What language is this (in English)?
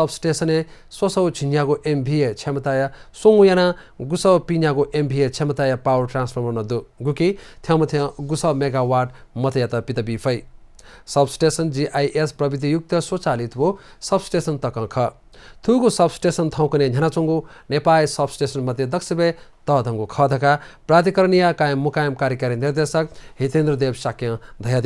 Newari